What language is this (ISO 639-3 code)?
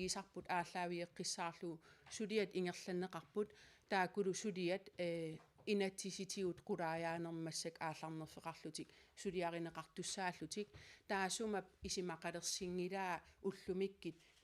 kal